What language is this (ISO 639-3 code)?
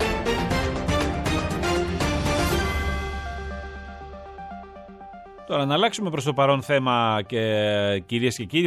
ell